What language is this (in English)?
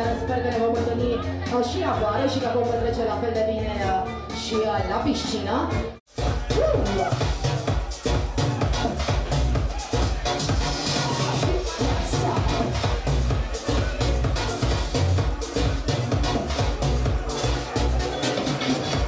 Romanian